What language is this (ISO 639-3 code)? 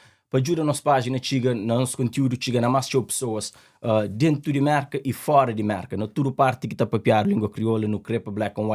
kea